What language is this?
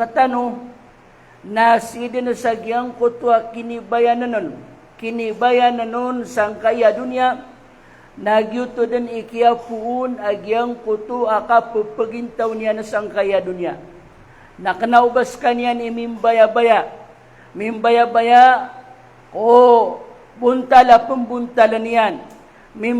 Maranao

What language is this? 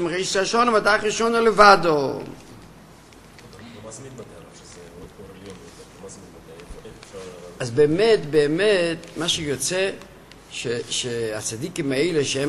Hebrew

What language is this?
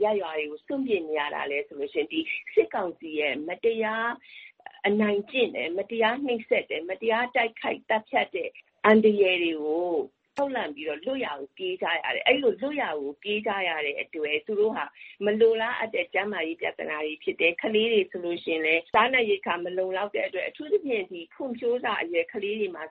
Burmese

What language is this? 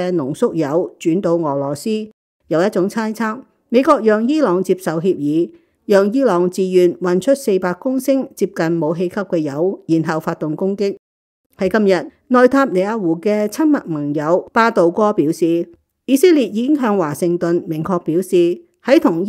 Cantonese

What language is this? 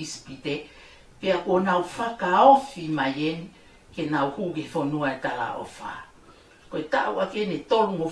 Tongan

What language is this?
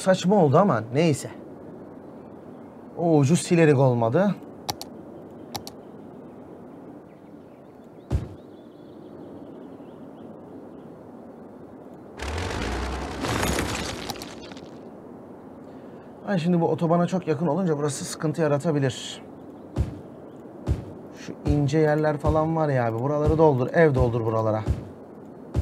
Turkish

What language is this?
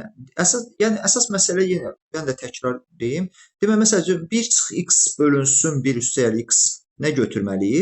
Azerbaijani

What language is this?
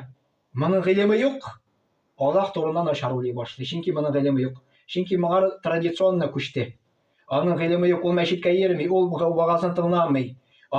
Tatar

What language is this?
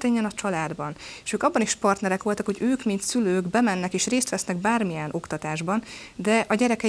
Hungarian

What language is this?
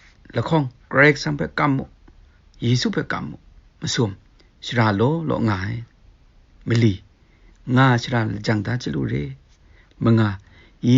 Kachin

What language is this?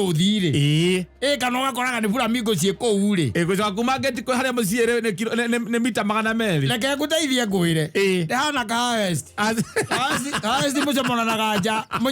Kikuyu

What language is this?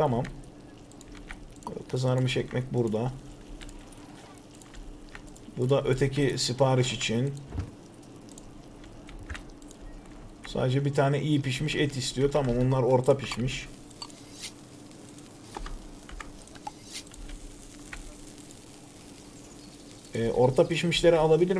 Turkish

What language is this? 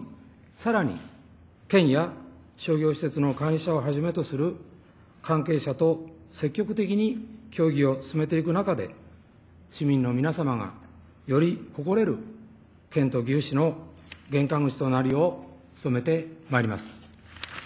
Japanese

